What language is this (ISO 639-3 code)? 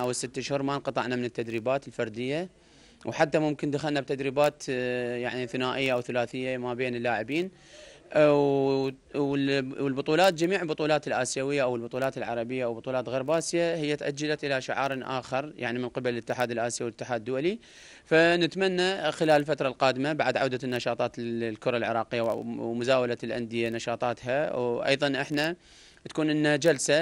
acm